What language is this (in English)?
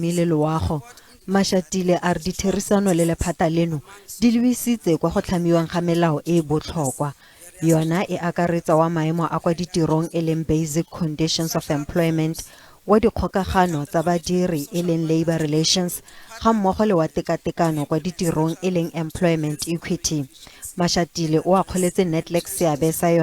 Tswana